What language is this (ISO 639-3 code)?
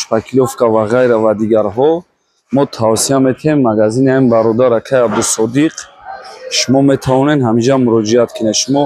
tgk